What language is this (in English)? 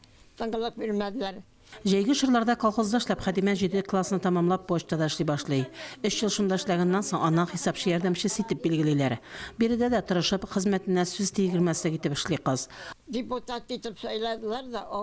Tatar